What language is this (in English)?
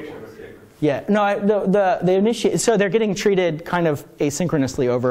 English